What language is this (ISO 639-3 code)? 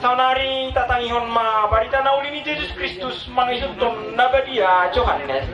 bbc